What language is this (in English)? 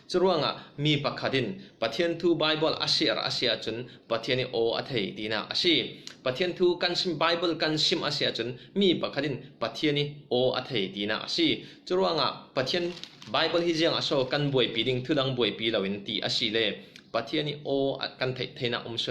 Falam Chin